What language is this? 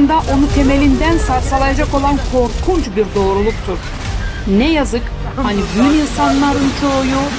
Gagauz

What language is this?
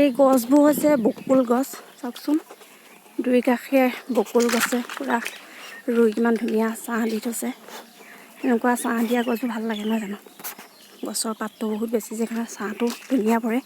Assamese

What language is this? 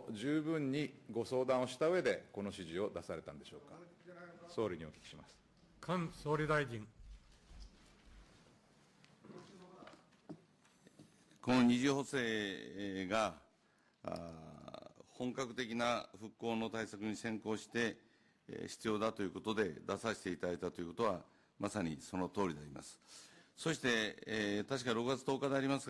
Japanese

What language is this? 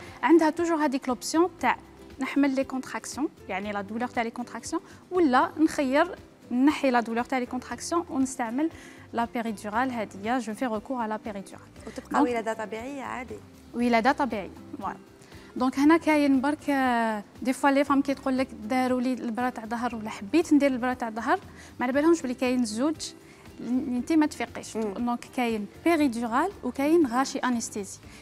Algerian Arabic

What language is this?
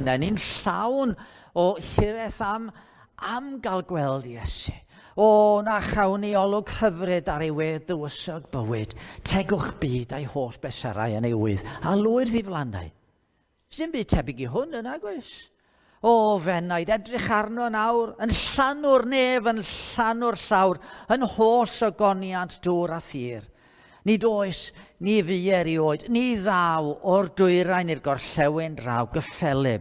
Welsh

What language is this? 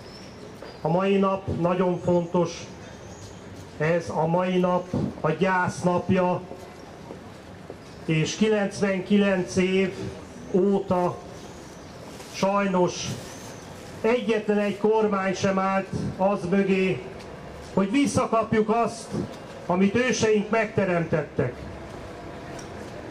Hungarian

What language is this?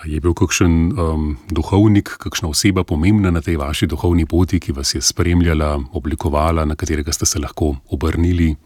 Slovenian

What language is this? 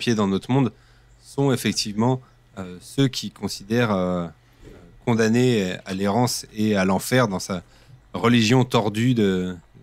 French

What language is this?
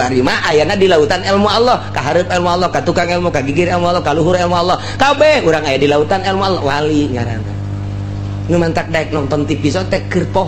Sundanese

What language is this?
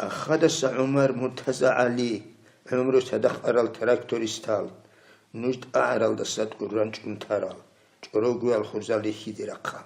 Avaric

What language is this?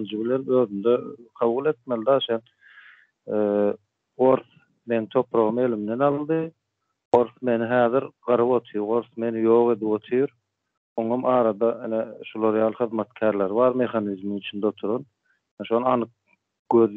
Turkmen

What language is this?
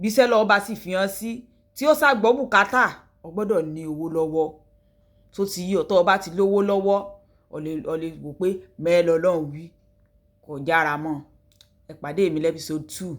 Yoruba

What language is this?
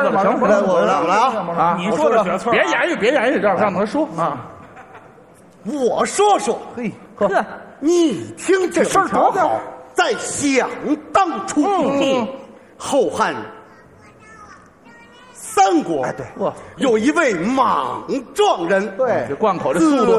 Chinese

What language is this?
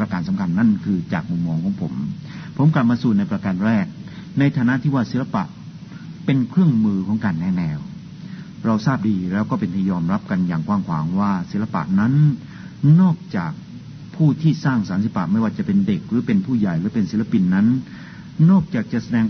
Thai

